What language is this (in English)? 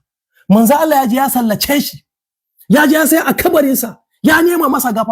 Hausa